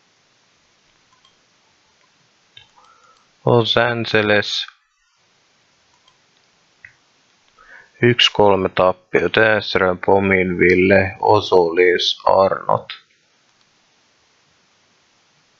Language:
Finnish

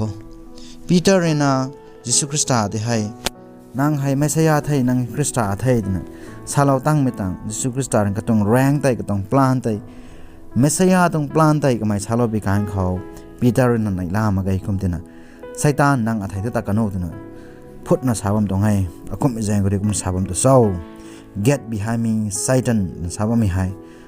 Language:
Rongmei Naga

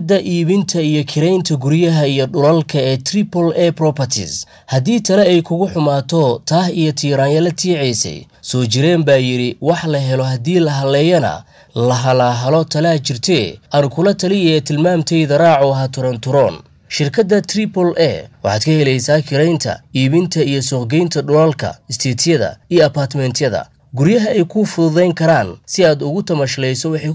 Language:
Somali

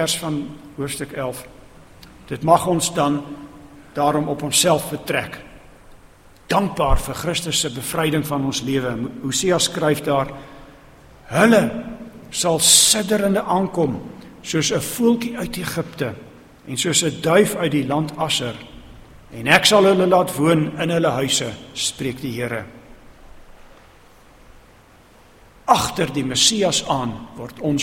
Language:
Afrikaans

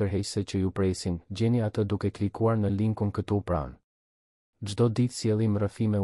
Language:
Albanian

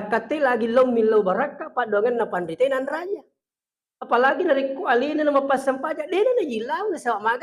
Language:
Buginese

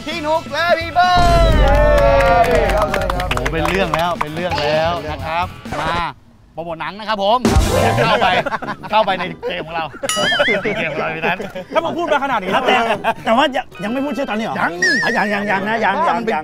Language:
Thai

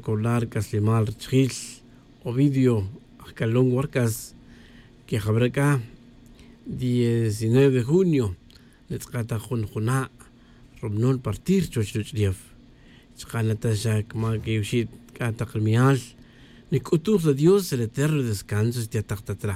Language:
Tz'utujil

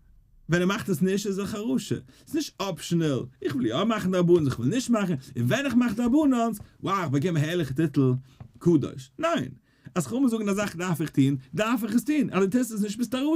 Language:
Yiddish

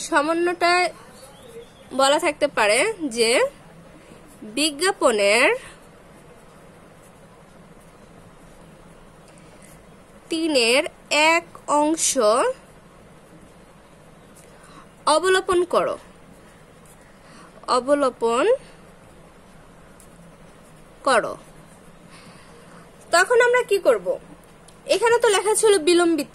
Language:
Bangla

